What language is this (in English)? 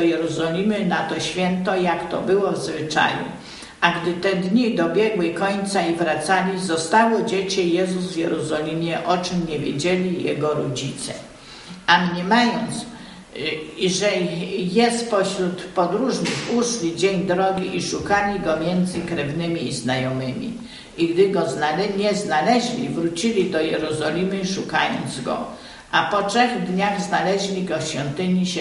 Polish